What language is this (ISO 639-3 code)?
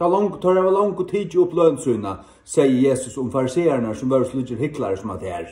fao